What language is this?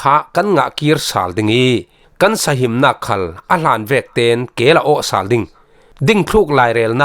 Falam Chin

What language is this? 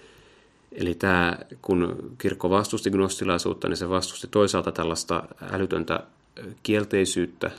Finnish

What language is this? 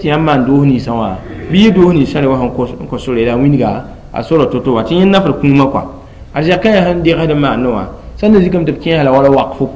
Mossi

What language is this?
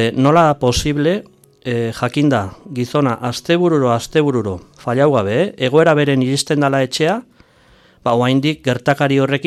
Basque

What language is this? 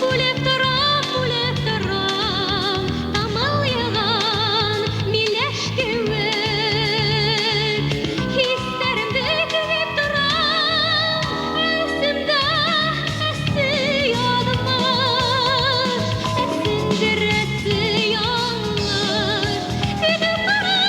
Bashkir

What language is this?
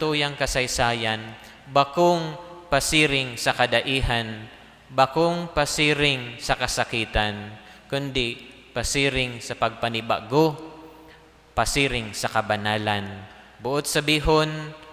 Bikol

